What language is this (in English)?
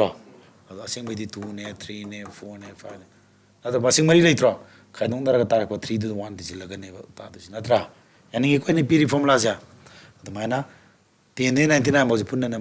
Manipuri